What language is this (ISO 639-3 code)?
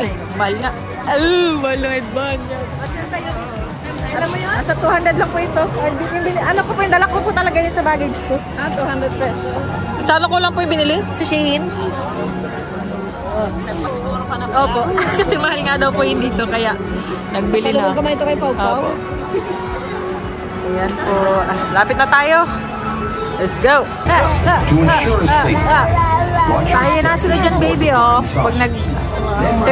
fil